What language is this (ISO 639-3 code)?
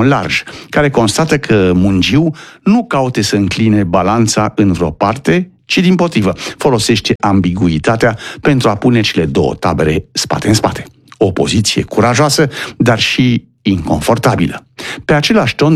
ron